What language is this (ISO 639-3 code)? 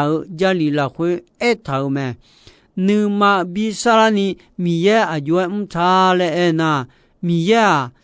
ahk